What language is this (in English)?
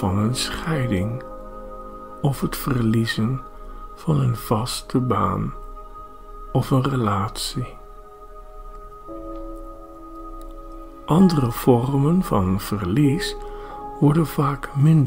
Dutch